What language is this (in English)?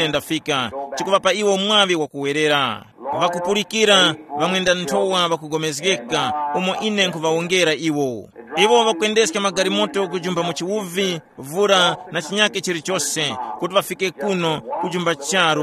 Tumbuka